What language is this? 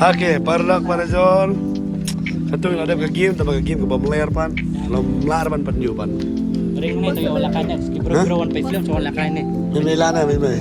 Khasi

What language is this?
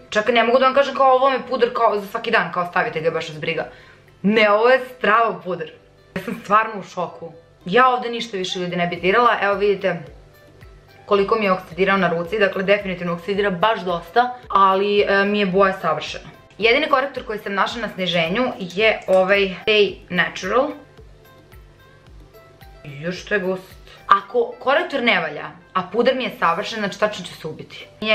Serbian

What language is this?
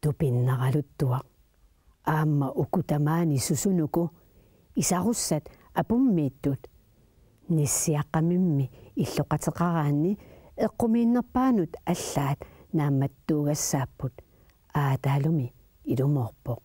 Kalaallisut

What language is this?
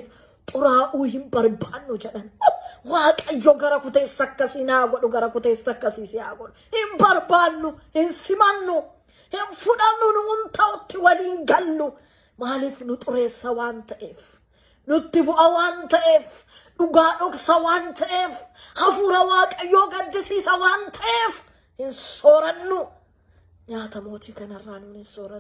Oromo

